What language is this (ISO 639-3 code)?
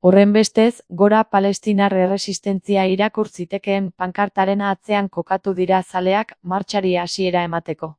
eus